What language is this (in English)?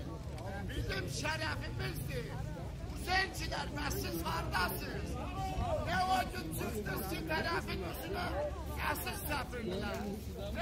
South Azerbaijani